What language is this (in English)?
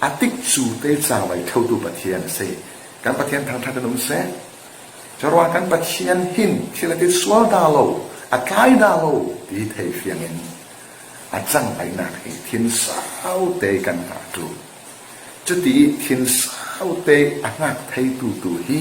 Falam Chin